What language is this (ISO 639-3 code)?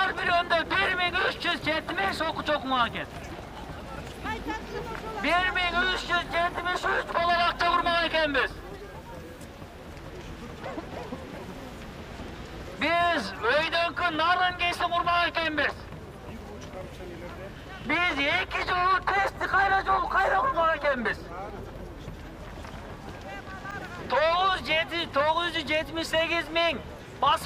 kir